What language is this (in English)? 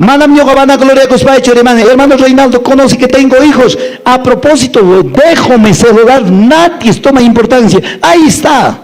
Quechua